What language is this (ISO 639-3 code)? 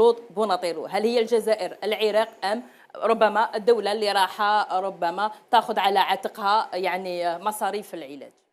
arq